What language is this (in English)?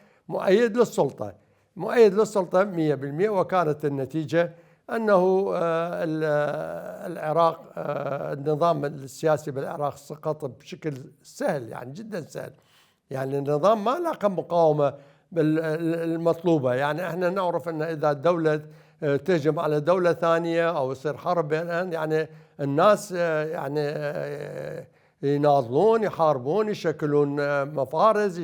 Mesopotamian Arabic